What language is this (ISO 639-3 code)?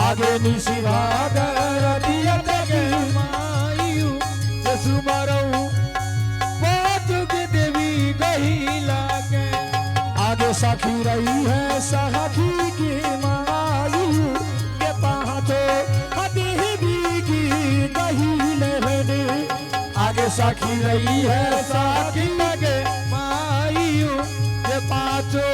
anp